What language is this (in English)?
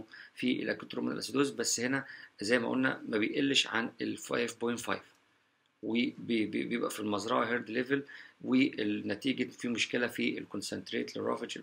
Egyptian Arabic